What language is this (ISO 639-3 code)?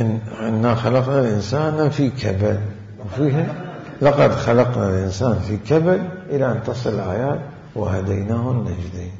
acm